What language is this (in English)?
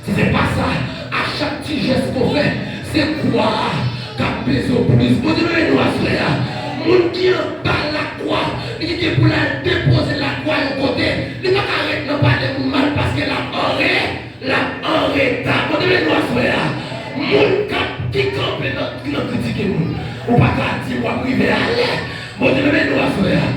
Haitian Creole